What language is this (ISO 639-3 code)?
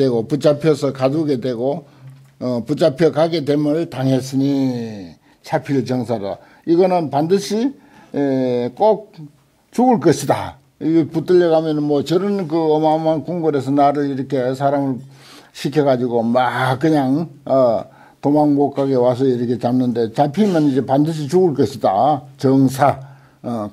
kor